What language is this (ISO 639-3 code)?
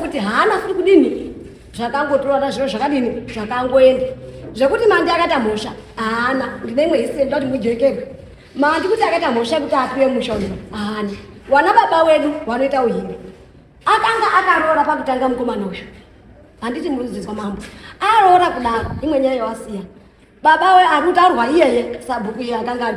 sna